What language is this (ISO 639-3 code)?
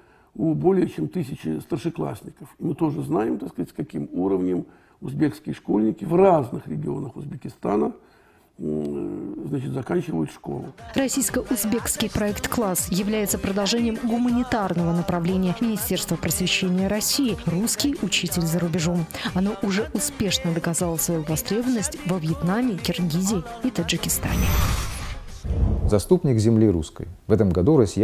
rus